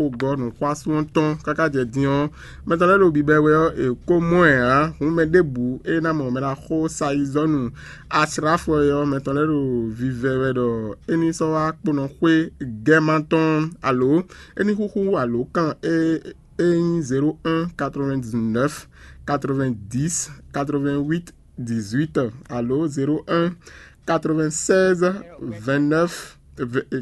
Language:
Fon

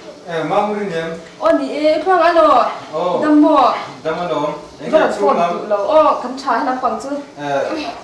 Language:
Mizo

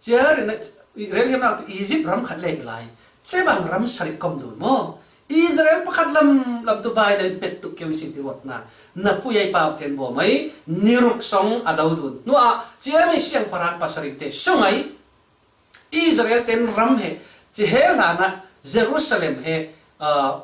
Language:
Falam Chin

